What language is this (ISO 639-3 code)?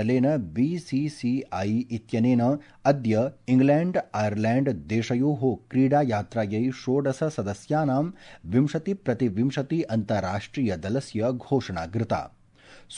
san